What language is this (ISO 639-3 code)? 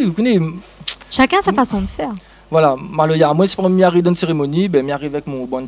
rcf